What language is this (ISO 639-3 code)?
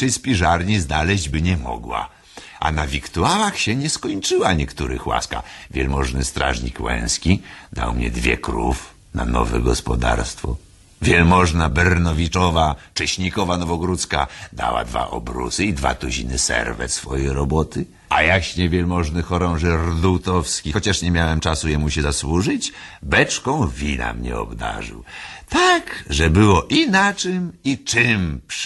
pol